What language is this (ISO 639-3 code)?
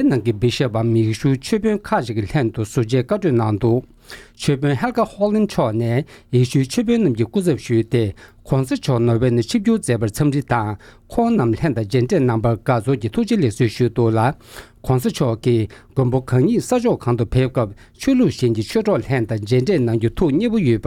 bod